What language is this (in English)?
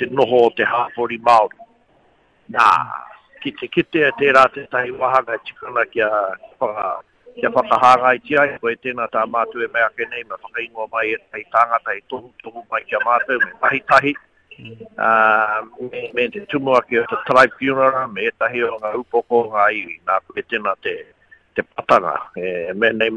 Māori